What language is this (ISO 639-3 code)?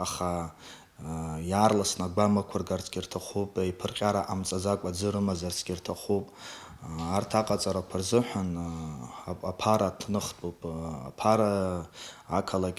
abk